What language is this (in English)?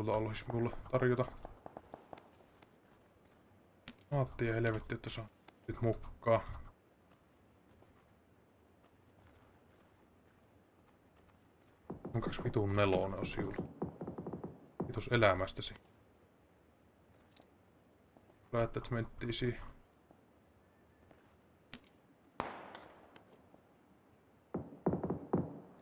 Finnish